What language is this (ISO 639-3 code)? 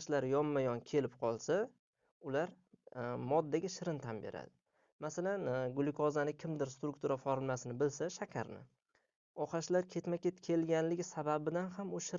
uzb